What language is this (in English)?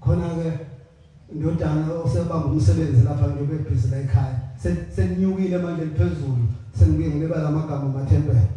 Zulu